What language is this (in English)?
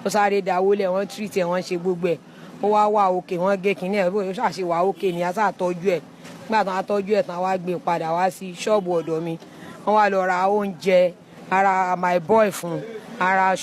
Yoruba